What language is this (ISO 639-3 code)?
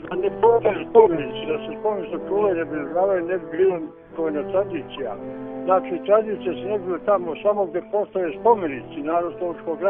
bos